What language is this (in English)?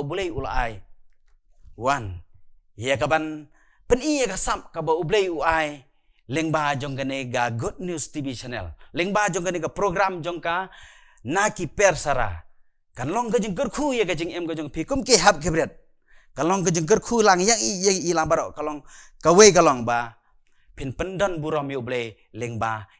Khasi